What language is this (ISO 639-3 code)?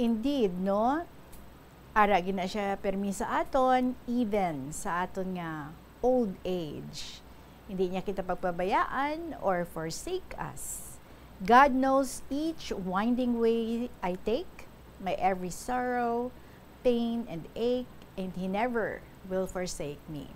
hil